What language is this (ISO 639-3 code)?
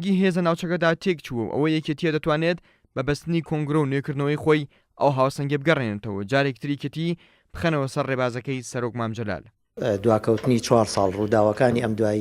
ckb